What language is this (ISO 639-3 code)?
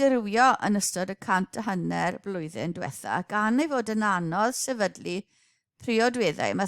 cym